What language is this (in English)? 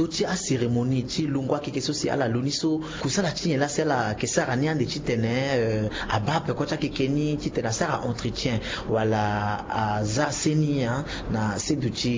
Sango